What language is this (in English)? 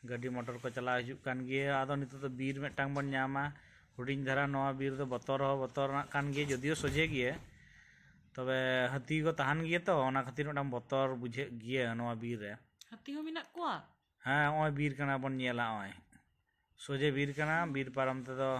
Santali